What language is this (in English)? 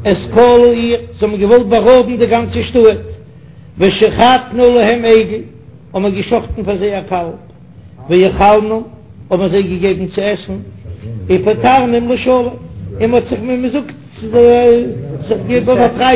Yiddish